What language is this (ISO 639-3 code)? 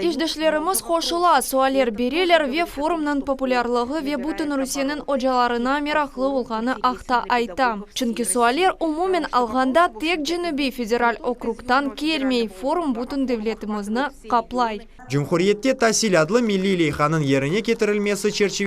crh